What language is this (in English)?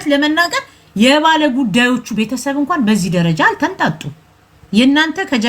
Amharic